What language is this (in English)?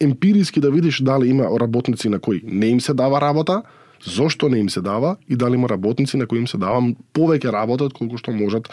Macedonian